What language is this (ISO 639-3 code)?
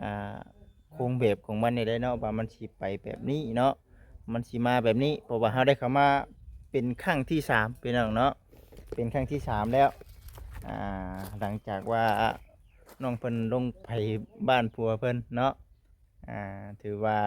lao